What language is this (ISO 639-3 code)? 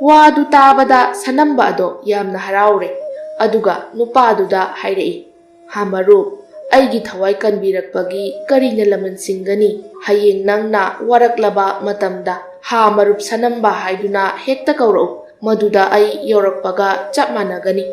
mni